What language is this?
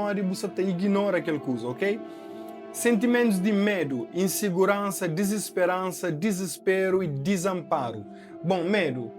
Kabuverdianu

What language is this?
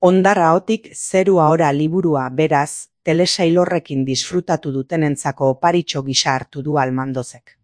Basque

